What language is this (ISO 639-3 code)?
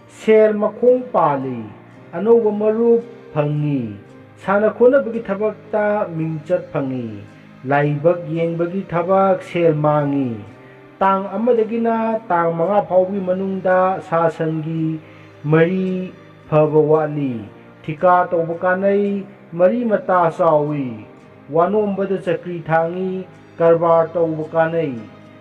mni